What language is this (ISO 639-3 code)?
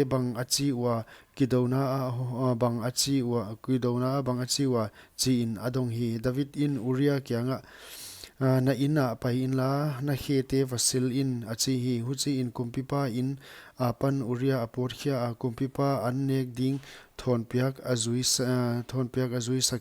pck